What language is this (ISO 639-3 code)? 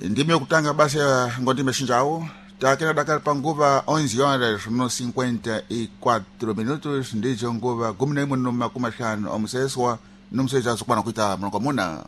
seh